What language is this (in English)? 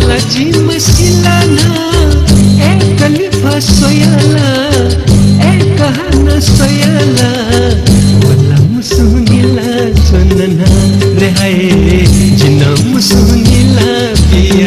Newari